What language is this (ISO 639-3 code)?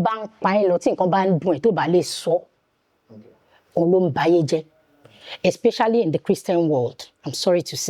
yor